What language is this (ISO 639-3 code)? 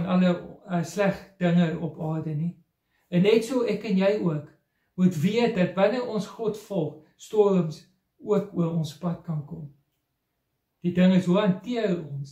afr